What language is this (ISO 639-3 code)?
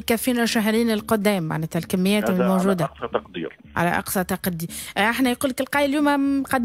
aeb